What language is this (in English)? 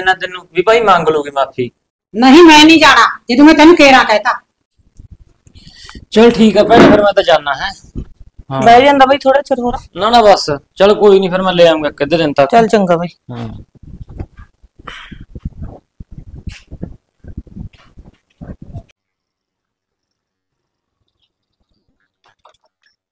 Punjabi